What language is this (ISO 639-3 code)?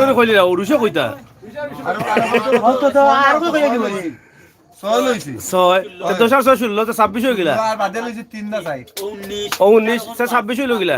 syl